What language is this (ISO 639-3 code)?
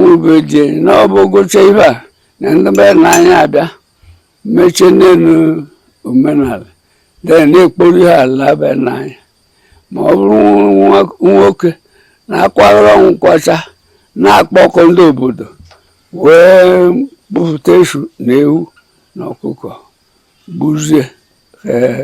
ibo